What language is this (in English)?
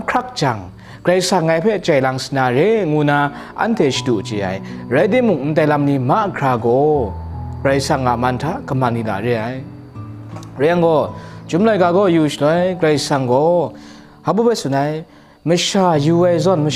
Kachin